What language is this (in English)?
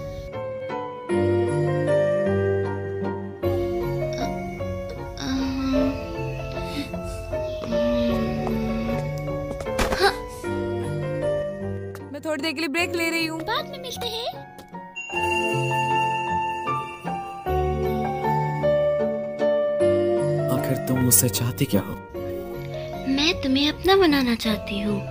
Hindi